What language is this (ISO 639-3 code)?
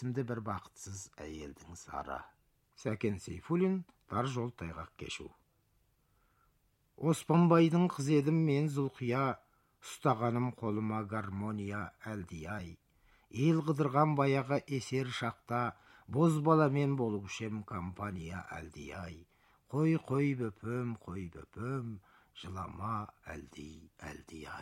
kaz